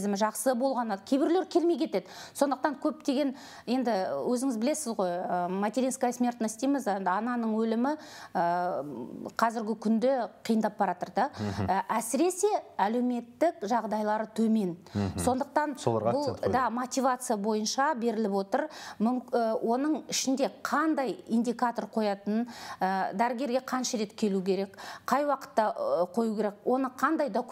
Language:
Kazakh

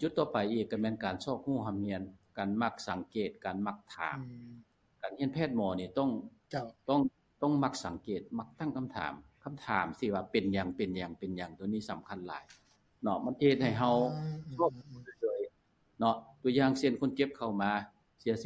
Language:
Lao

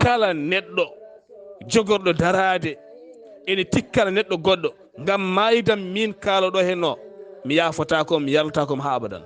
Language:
Fula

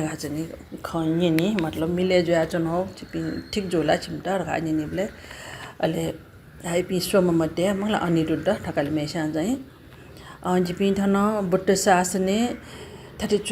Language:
Newari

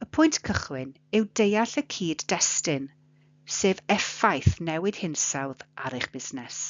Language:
Welsh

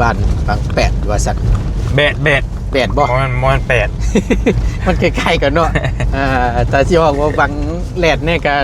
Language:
Northeastern Thai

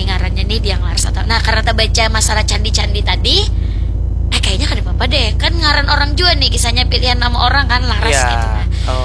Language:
Banjar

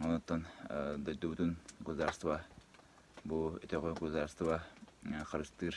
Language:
Yakut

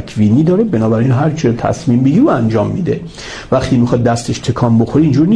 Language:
Persian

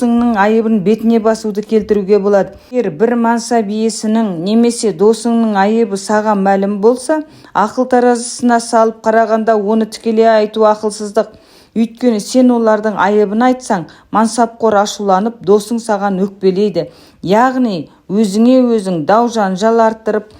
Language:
Kazakh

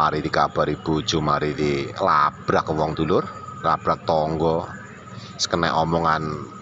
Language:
Javanese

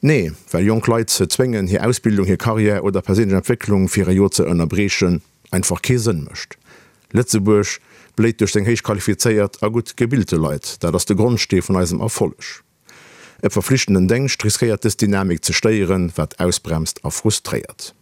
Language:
Luxembourgish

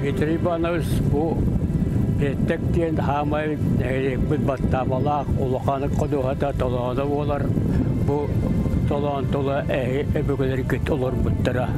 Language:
Yakut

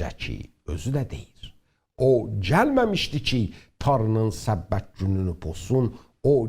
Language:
South Azerbaijani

